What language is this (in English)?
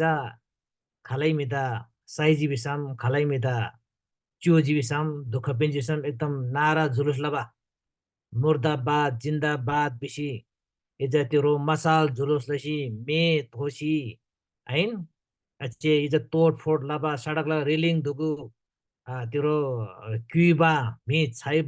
Eastern Tamang